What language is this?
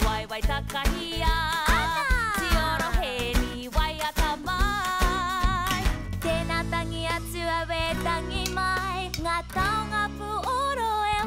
Māori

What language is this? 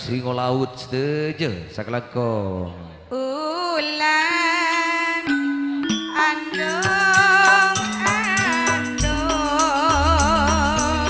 Madurese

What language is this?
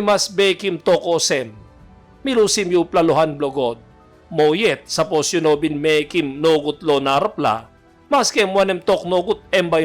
Tok Pisin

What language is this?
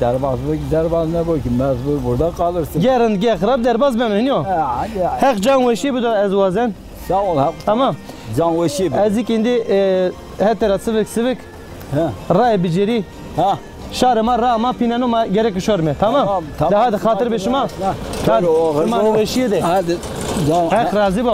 Zaza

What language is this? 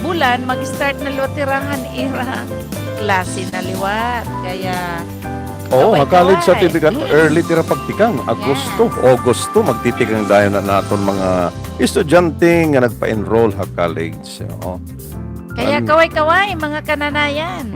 Waray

